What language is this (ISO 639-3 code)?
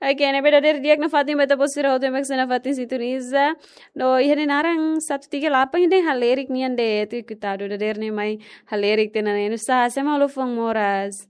tet